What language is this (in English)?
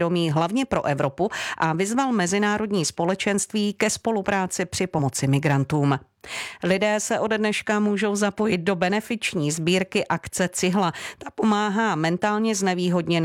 Czech